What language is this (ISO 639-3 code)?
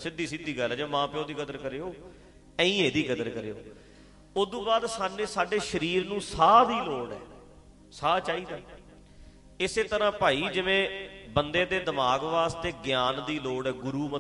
pan